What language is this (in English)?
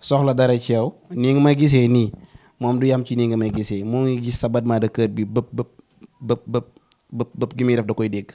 Wolof